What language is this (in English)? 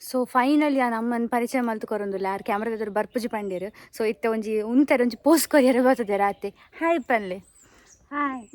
Tulu